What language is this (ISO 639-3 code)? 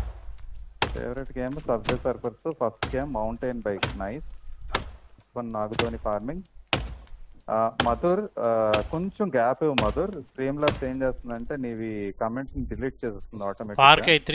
tel